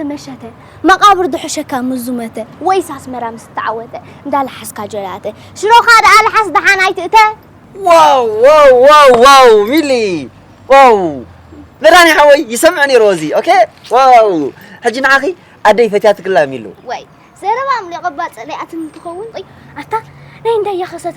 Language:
Tigrinya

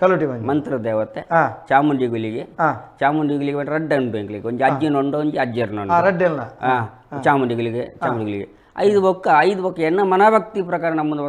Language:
Tulu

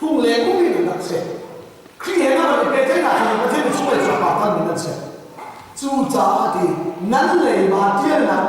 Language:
Hakha Chin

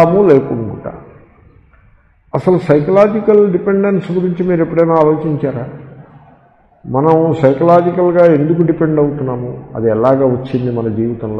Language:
Telugu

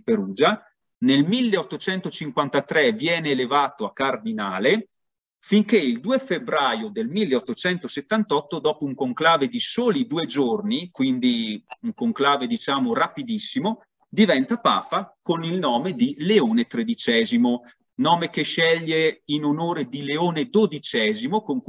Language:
Italian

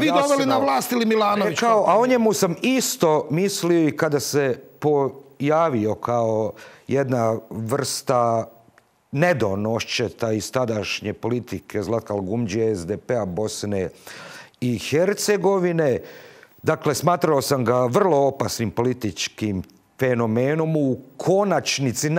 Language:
Croatian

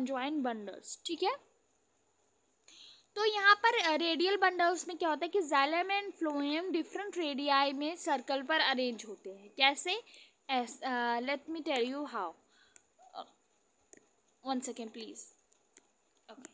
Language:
Hindi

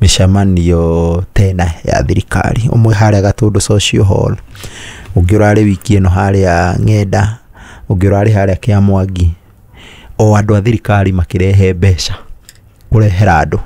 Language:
Kikuyu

